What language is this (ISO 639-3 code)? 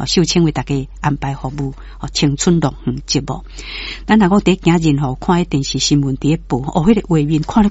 nan